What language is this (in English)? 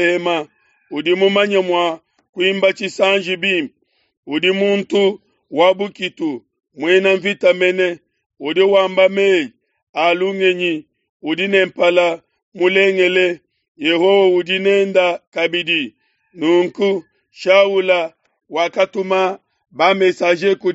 Luba-Lulua